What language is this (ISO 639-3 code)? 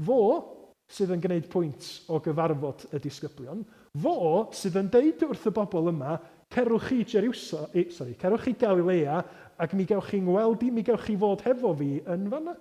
cym